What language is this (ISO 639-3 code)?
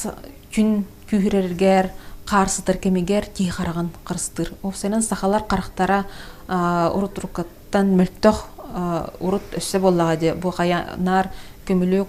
sah